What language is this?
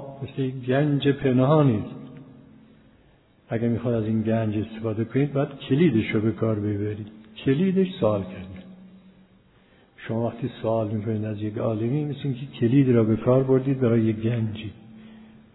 Persian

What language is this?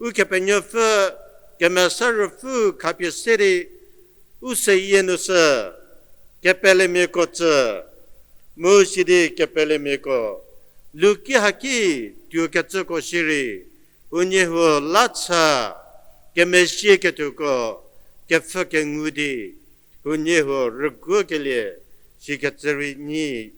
Angami Naga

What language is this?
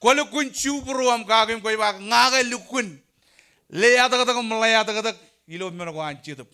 Marshallese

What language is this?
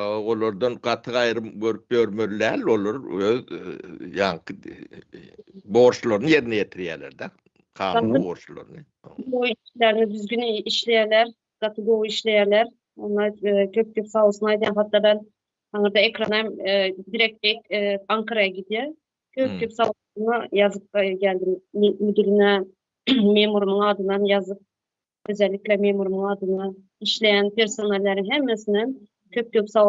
Turkmen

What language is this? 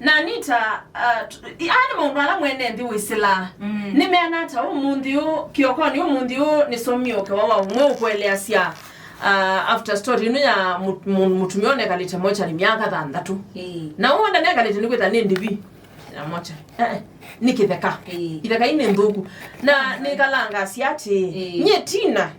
Kamba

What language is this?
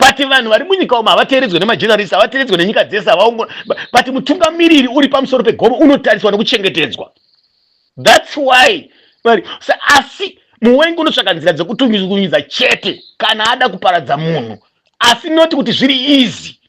Shona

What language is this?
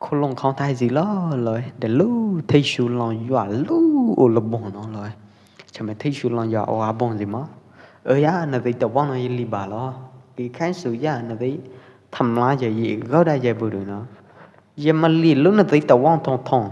Pwo Eastern Karen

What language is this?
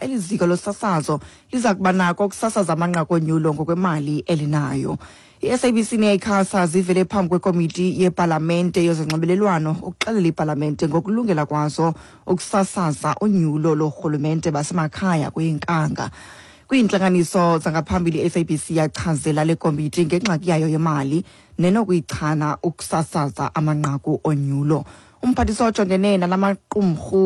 Xhosa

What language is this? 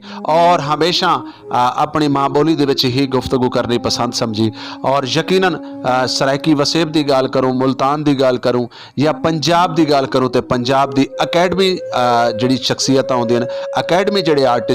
Saraiki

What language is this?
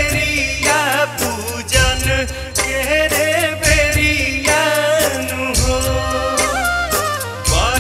Bhojpuri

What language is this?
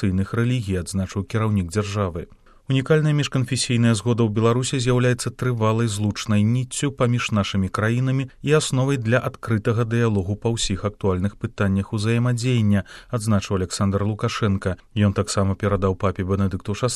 Belarusian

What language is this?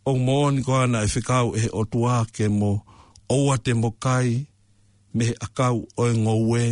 Tongan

